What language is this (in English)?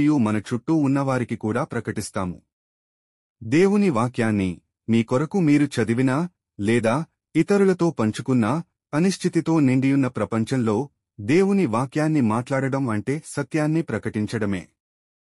Telugu